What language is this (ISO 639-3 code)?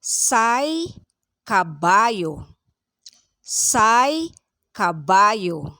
pag